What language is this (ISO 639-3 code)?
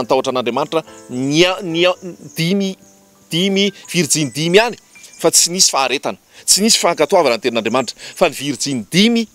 mlg